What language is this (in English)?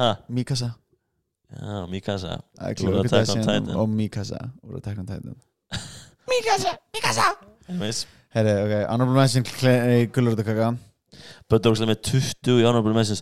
Icelandic